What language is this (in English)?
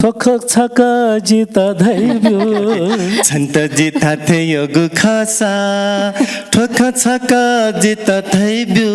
Newari